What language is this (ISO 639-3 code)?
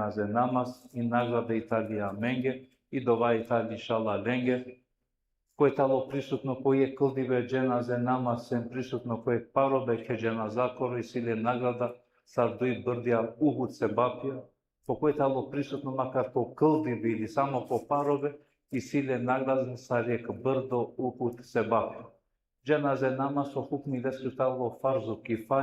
rmn